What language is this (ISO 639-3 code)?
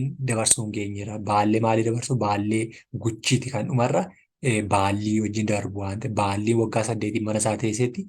orm